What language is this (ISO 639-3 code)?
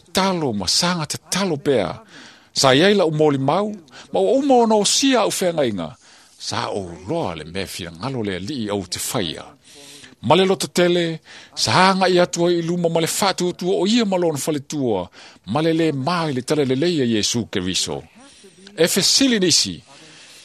smo